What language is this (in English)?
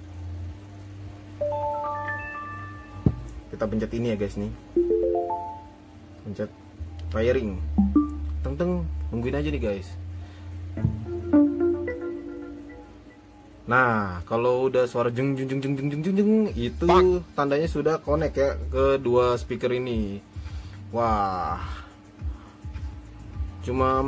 Indonesian